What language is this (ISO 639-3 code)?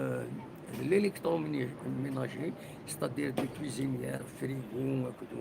kab